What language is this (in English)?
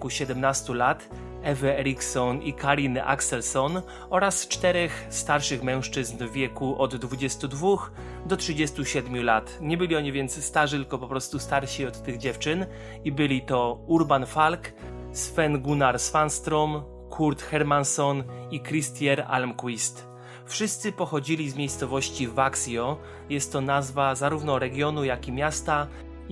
Polish